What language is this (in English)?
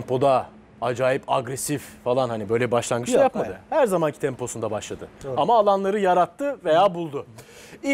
Turkish